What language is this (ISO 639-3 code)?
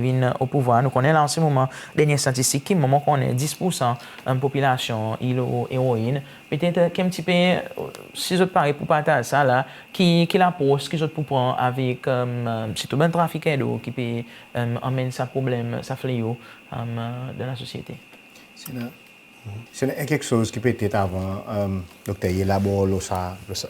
crs